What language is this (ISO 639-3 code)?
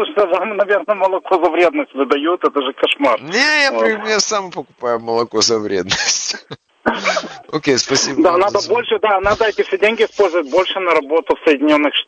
rus